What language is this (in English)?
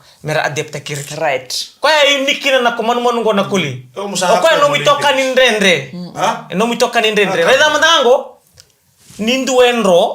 Fijian